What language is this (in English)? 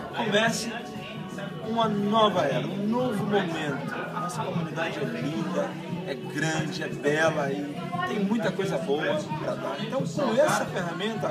Portuguese